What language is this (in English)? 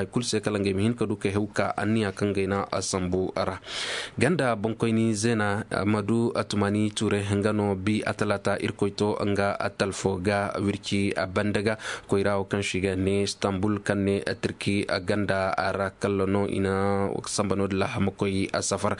Zarma